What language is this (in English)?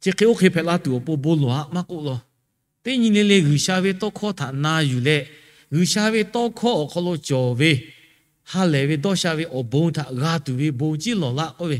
Lahu